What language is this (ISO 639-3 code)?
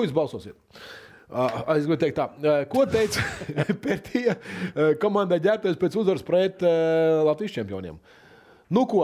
lav